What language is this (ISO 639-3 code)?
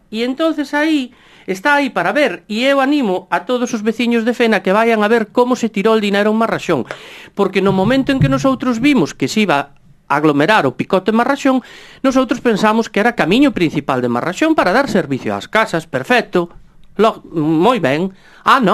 glg